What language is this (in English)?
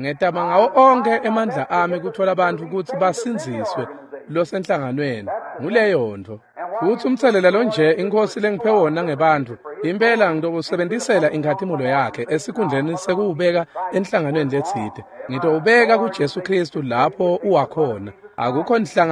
Swati